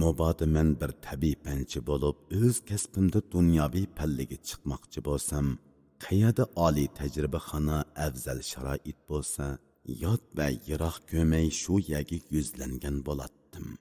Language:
Uyghur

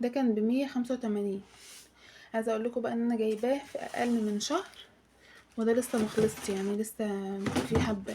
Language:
Egyptian Arabic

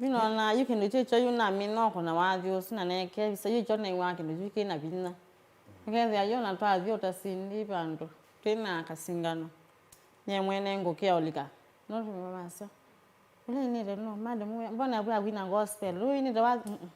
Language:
Kamba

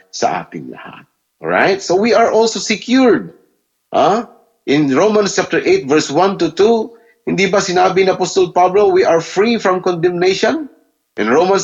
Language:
Filipino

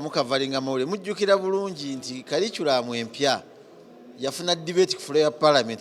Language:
Ganda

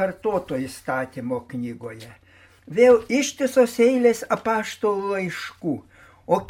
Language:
Lithuanian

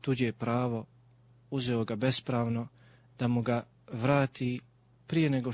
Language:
Bosnian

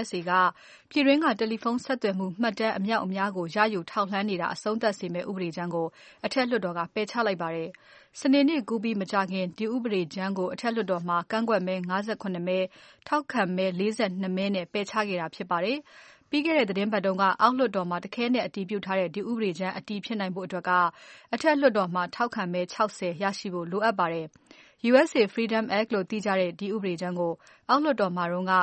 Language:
Burmese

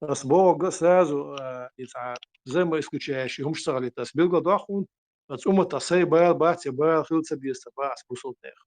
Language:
Chechen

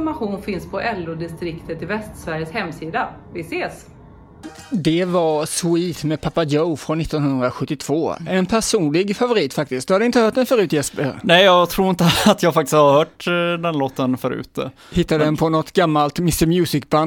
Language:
Swedish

